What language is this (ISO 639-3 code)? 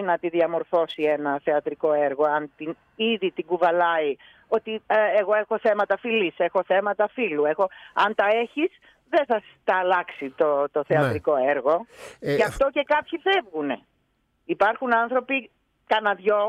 ell